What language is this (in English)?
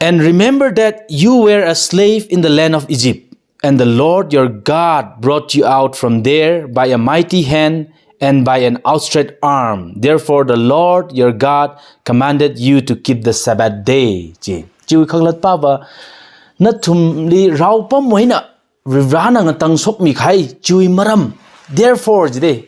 Tangkhul Naga (India)